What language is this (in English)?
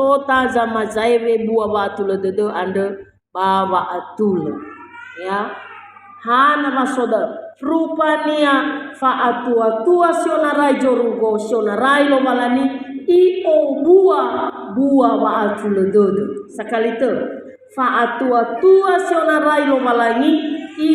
Nias